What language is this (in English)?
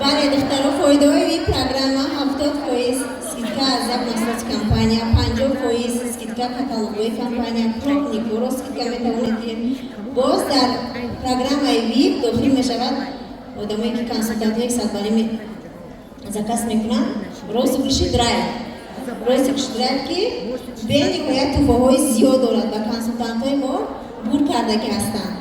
Tajik